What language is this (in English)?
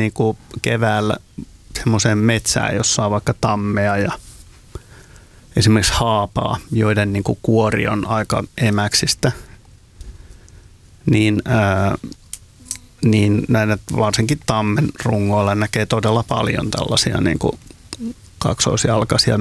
Finnish